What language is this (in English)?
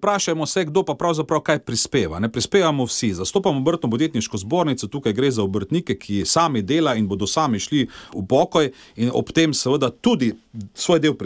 Slovenian